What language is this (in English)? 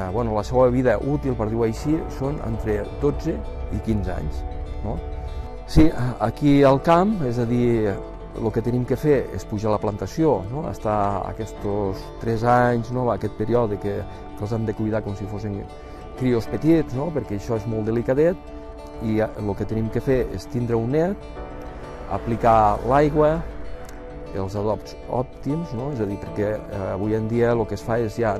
Catalan